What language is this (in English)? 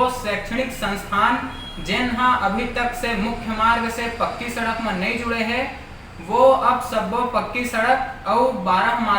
Chhattisgarhi